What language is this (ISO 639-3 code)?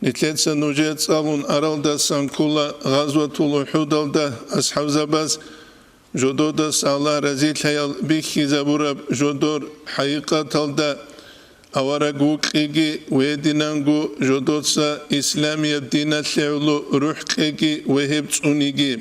ava